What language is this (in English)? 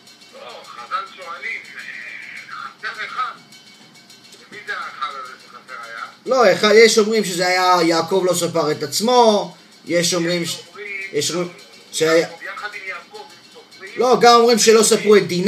Hebrew